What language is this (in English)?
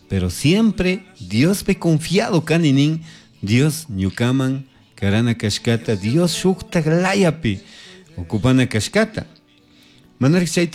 Chimborazo Highland Quichua